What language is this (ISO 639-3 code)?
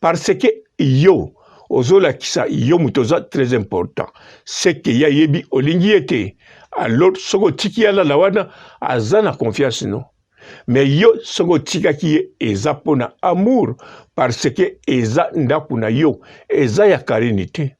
lin